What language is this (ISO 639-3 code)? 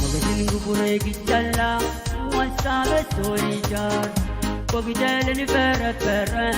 pon